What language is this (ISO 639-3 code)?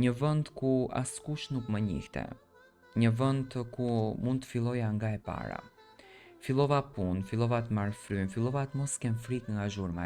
sqi